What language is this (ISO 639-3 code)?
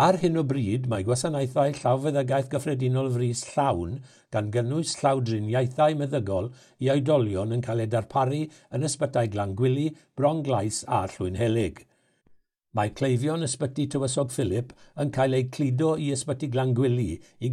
cym